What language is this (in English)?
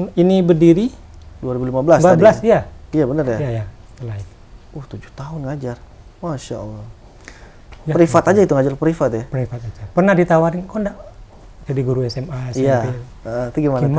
Indonesian